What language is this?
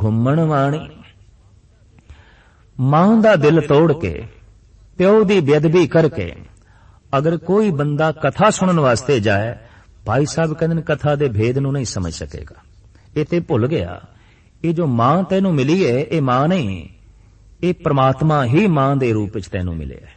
Punjabi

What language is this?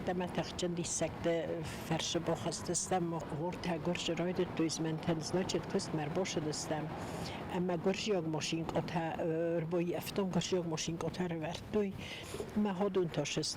Ossetic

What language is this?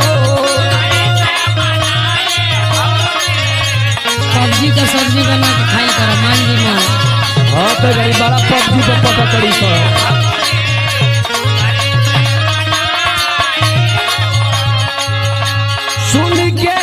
Bhojpuri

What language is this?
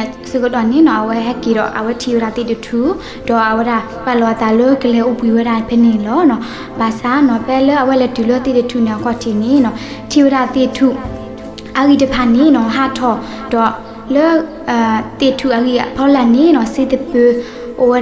S'gaw Karen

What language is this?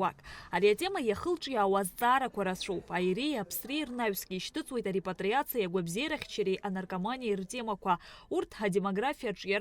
Abkhazian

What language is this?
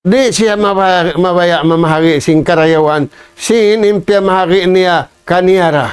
Tausug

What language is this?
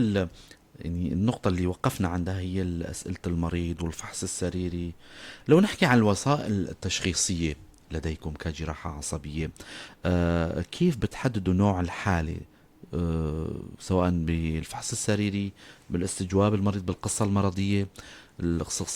North Levantine Arabic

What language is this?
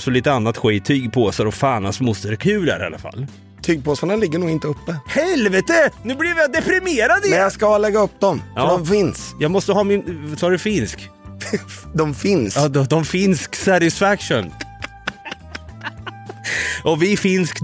Swedish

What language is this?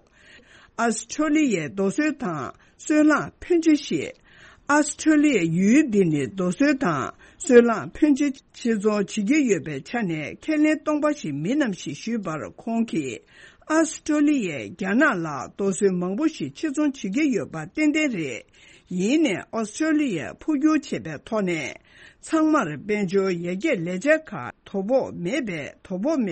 Tibetan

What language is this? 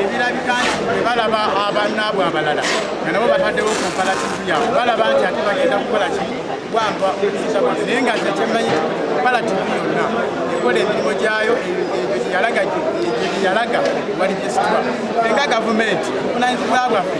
Ganda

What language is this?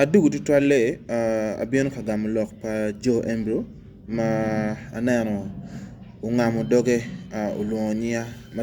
Acoli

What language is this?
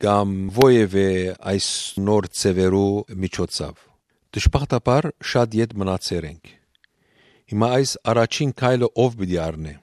Western Armenian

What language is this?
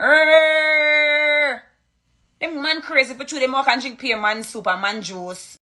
Jamaican Creole English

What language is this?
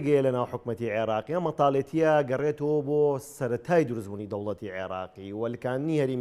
Central Kurdish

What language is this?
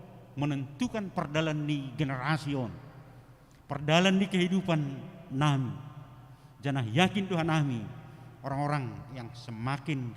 Batak Simalungun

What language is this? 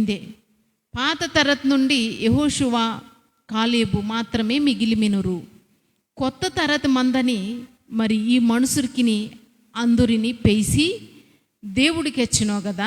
Koya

